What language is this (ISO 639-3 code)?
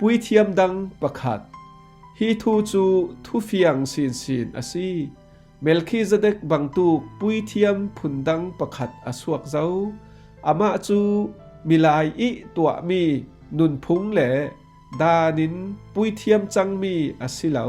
cfm